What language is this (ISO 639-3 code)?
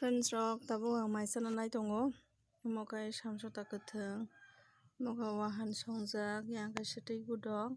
trp